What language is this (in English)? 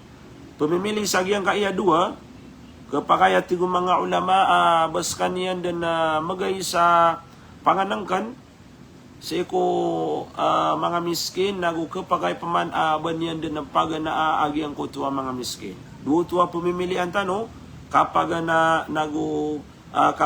Maranao